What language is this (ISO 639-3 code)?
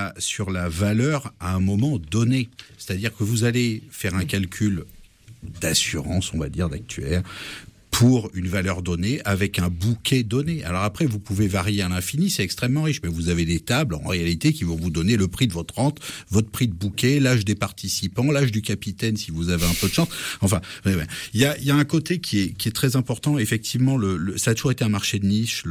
fra